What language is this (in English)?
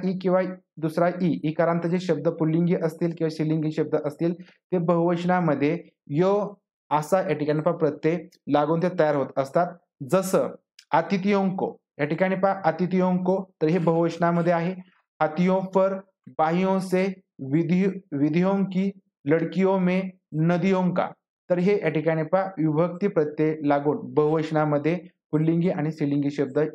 Marathi